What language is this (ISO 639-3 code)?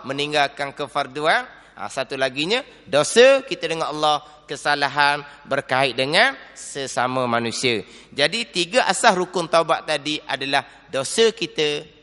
msa